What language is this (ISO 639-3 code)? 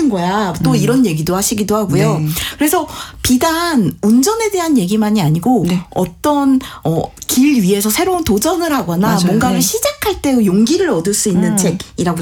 kor